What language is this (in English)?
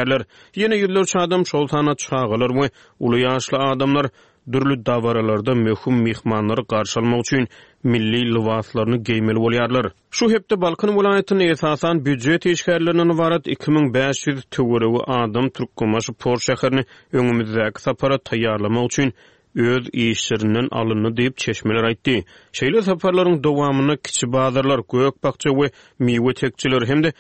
Turkmen